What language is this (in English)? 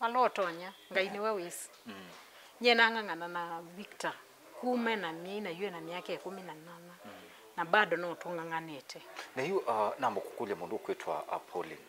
Kamba